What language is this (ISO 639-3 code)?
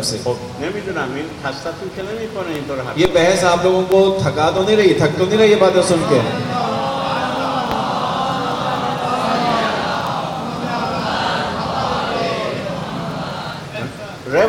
urd